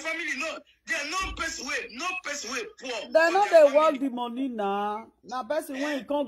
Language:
Nigerian Pidgin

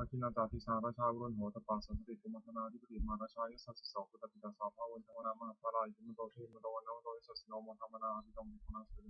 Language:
Pali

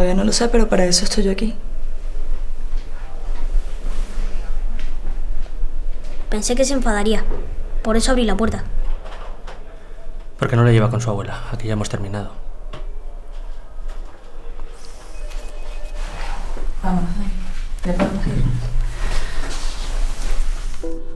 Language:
Spanish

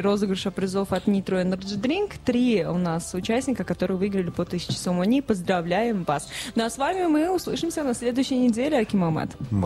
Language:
Tajik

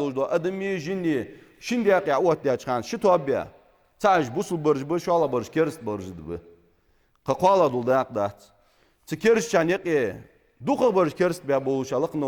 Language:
Ingush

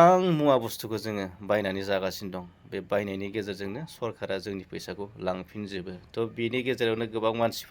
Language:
Bodo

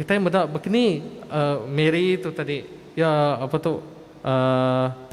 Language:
Iban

